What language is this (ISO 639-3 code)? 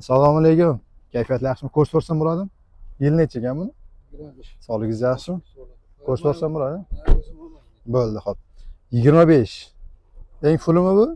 uzb